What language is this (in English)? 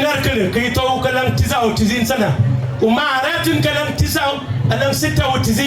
Dinka